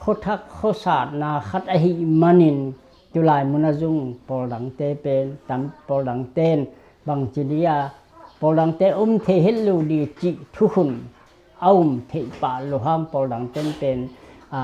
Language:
Tedim Chin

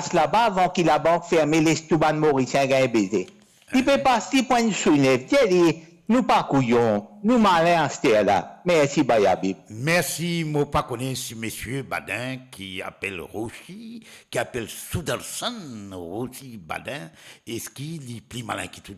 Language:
Morisyen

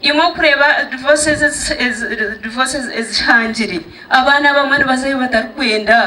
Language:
Nyankole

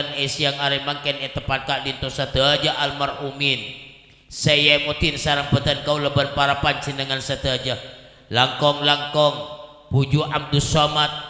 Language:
Madurese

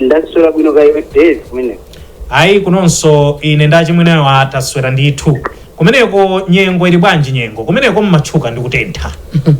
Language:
Nyanja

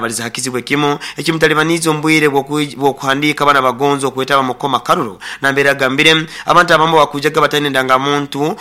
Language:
Nyoro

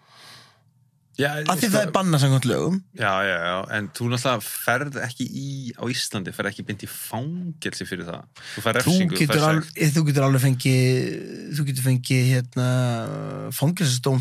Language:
Icelandic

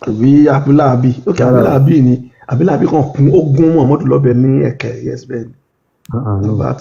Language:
Yoruba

